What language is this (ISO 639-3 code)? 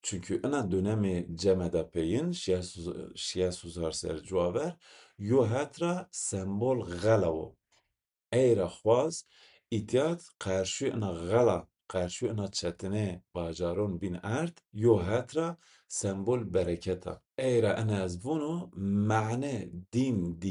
zza